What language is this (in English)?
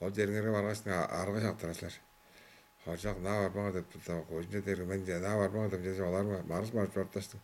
Tuvinian